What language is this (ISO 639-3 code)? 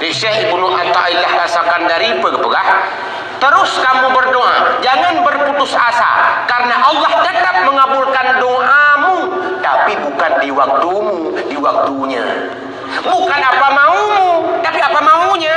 ace